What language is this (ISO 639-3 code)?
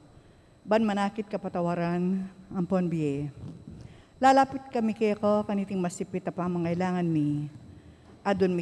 pam